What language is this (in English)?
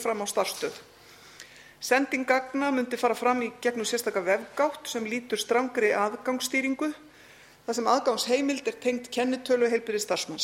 Icelandic